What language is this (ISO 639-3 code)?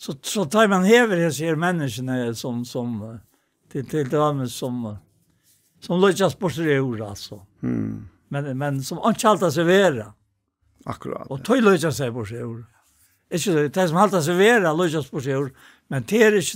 fao